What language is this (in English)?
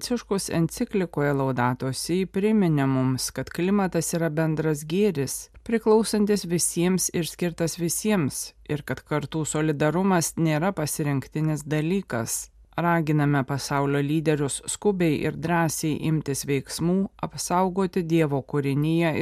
Lithuanian